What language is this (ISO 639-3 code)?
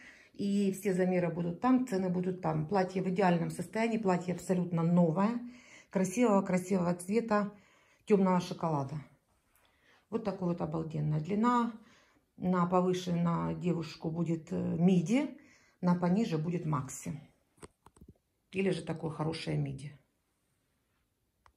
rus